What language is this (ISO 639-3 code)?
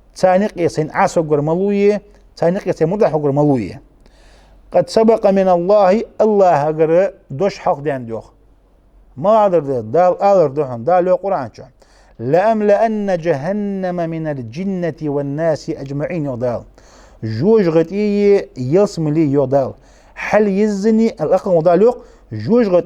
inh